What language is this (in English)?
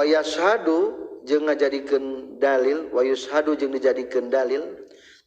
Sundanese